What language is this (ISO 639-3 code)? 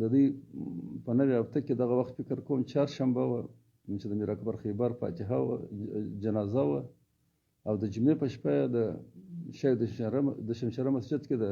pus